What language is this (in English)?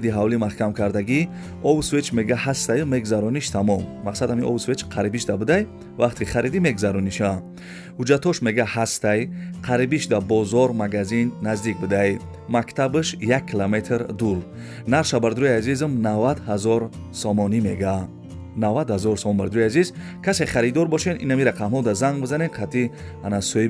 Tajik